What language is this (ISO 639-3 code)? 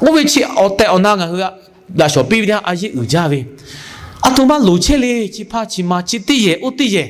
lhu